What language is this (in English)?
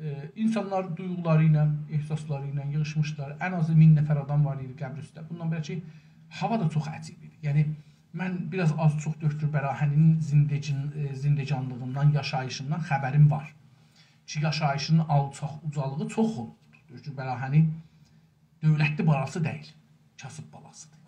South Azerbaijani